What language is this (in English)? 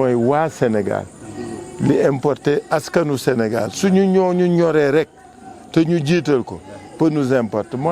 Wolof